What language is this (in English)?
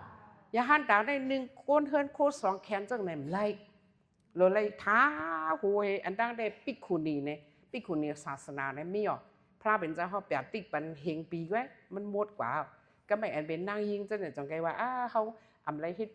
Shan